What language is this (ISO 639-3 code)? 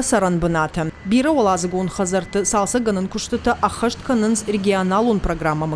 oss